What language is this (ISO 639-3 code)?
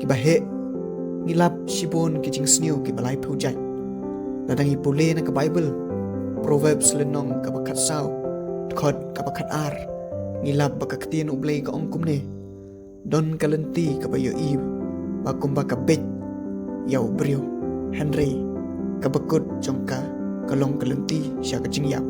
kha